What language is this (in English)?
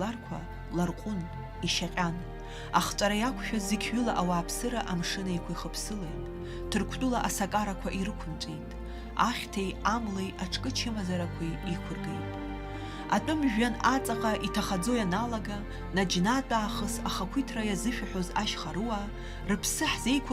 Abkhazian